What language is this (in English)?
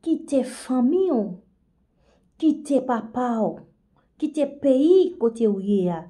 Haitian Creole